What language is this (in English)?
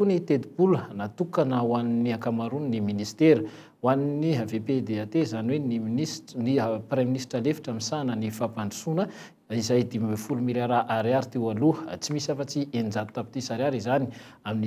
Malagasy